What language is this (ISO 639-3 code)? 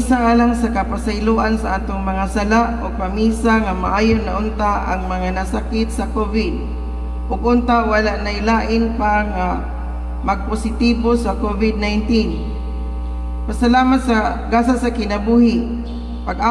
ceb